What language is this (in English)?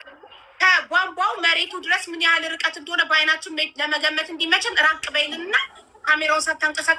Amharic